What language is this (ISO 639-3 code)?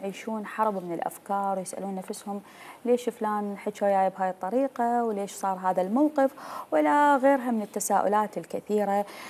acm